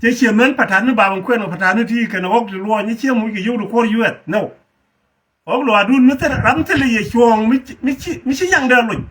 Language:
Nuer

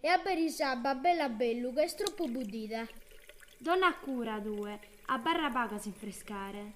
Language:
Sardinian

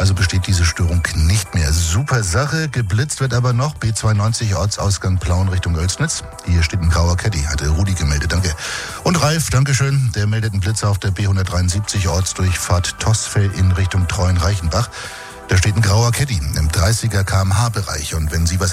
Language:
German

